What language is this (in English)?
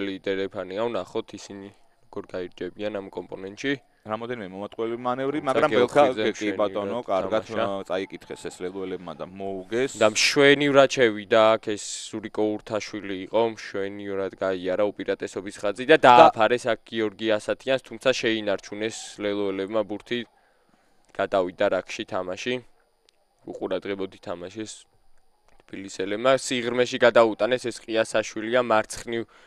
Georgian